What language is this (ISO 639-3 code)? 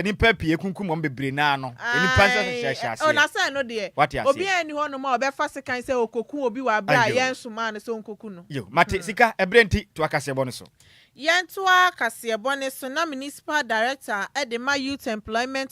aka